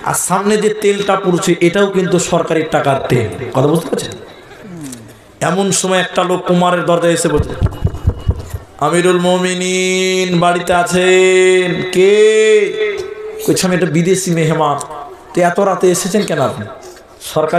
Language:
Bangla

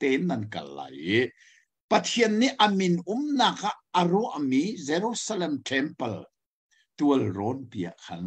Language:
Hakha Chin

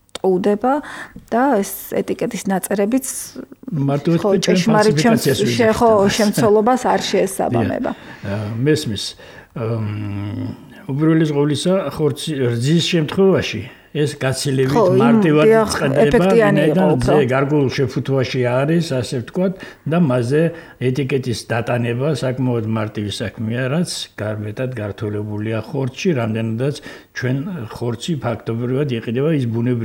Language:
Georgian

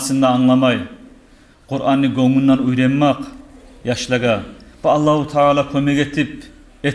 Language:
Kumyk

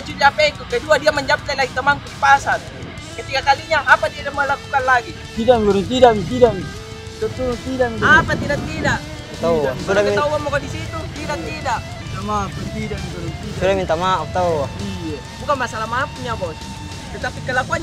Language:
Makassar Malay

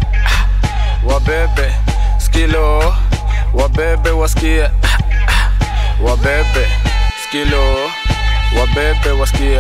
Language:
Swahili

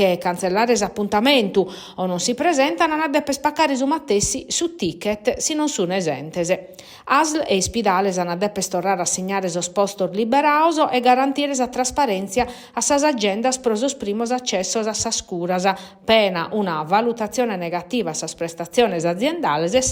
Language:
Sardinian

